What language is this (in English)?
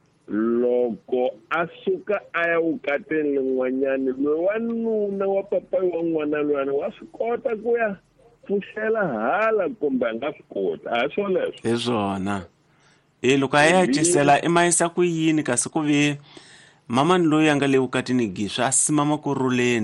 Tsonga